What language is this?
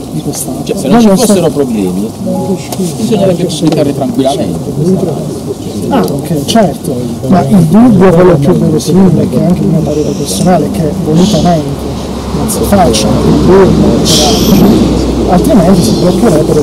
Italian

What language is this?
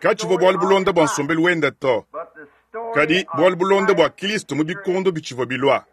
Luba-Lulua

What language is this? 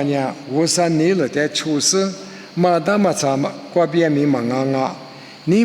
Lisu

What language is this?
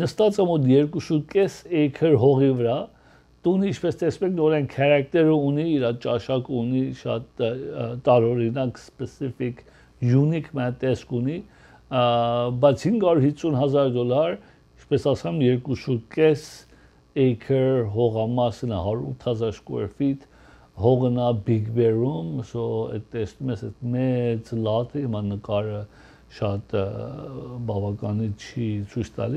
Armenian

